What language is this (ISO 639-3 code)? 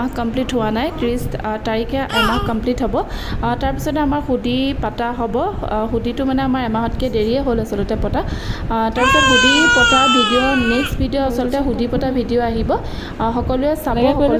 asm